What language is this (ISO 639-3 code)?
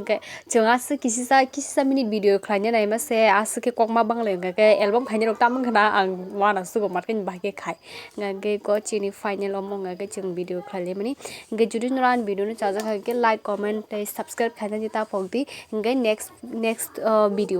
trp